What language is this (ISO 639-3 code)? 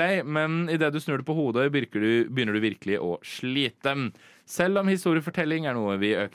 nor